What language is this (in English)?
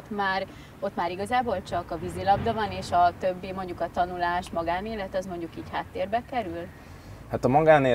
Hungarian